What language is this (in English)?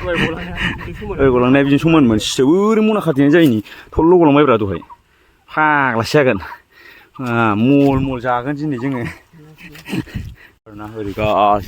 Bodo